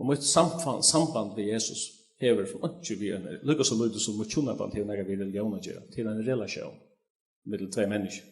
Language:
Faroese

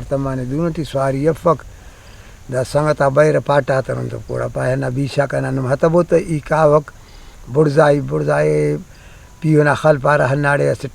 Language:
Brahui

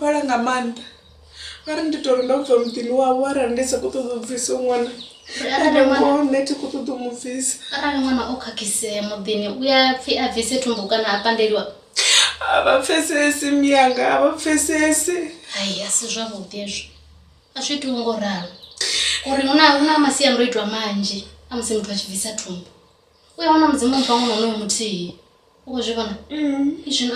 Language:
Venda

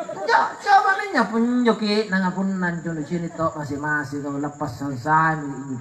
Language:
Makasar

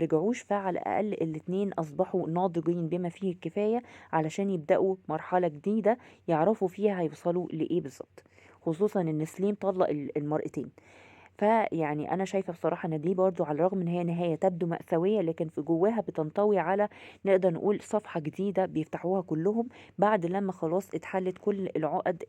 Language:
Egyptian Arabic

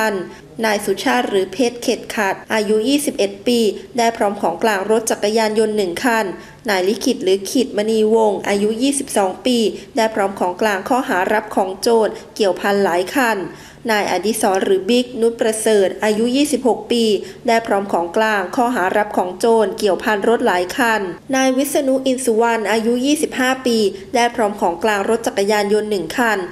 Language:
Thai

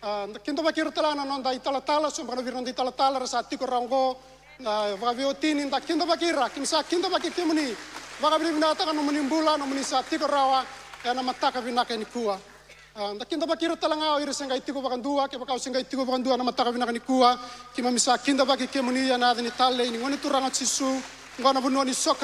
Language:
Fijian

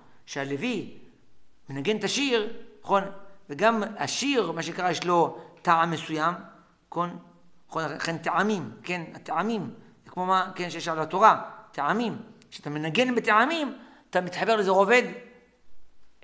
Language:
Hebrew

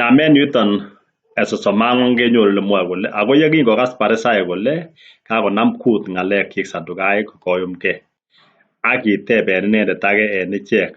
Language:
Kalenjin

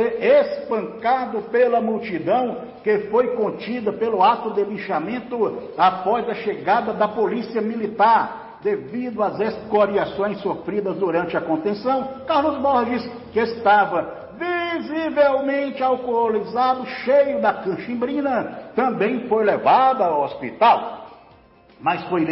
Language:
Portuguese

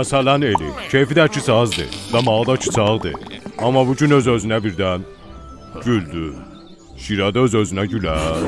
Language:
South Azerbaijani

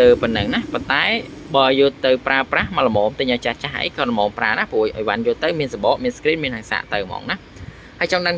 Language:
Khmer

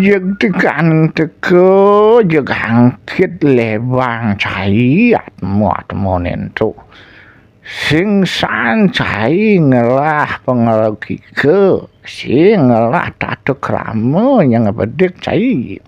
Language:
Balinese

